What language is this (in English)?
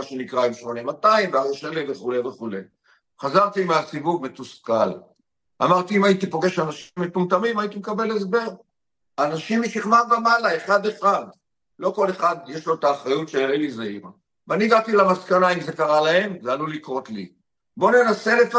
Hebrew